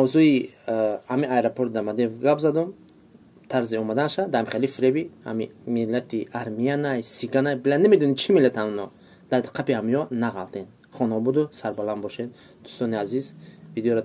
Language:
Tajik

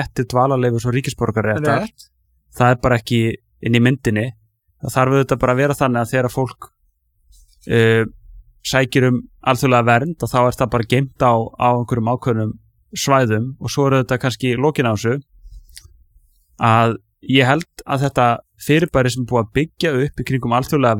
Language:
Icelandic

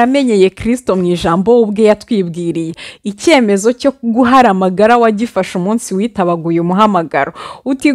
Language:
Kinyarwanda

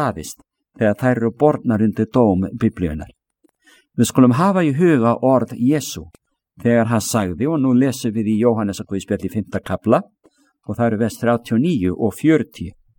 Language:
Icelandic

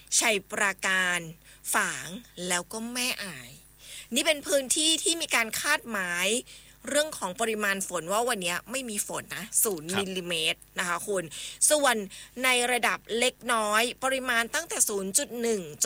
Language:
Thai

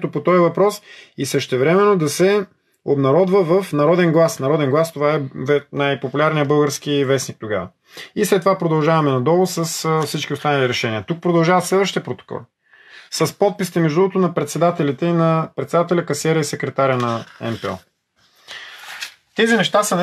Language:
Bulgarian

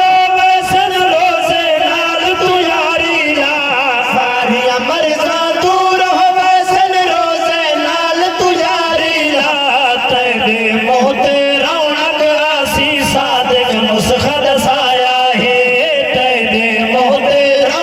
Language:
Saraiki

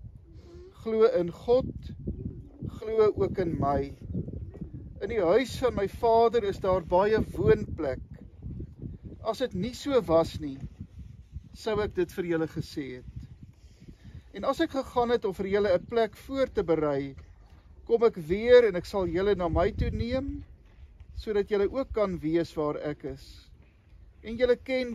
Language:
Afrikaans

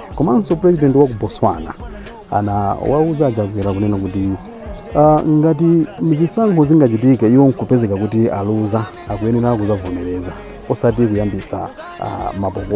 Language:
Nyanja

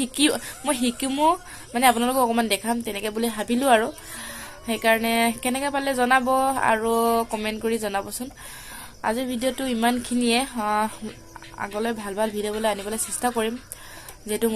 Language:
Assamese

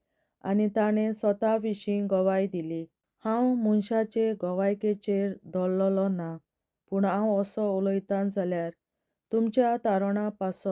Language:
Konkani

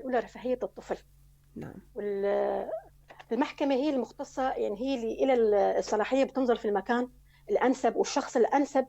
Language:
North Levantine Arabic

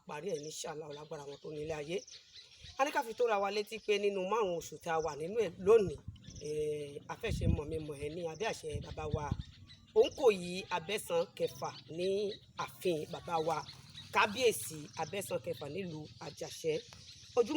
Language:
Yoruba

